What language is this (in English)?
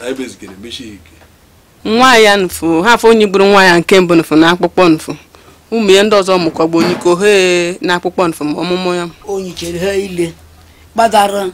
Igbo